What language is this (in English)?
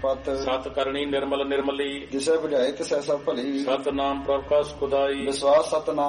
Punjabi